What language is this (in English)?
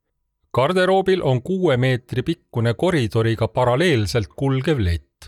Estonian